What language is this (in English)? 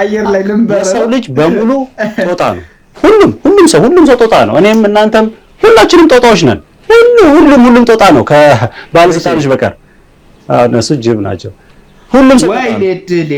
Amharic